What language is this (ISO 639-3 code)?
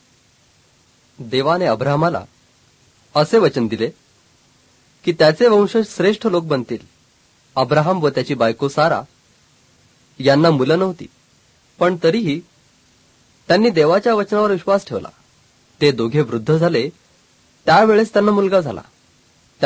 mar